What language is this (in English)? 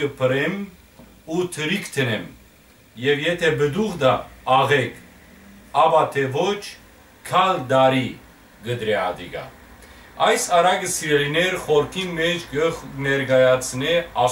Western Armenian